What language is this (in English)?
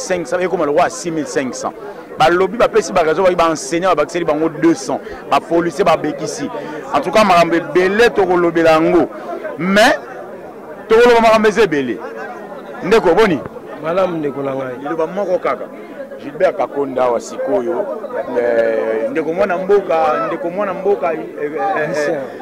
Lingala